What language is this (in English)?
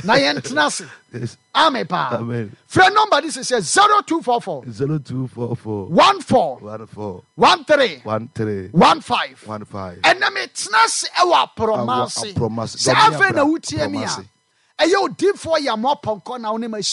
Akan